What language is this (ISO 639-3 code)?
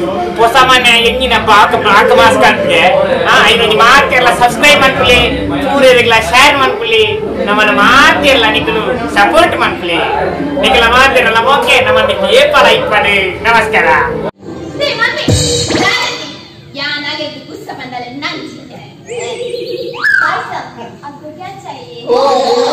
kan